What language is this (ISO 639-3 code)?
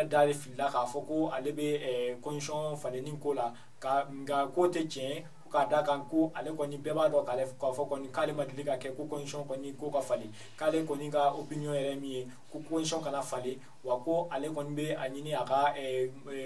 bam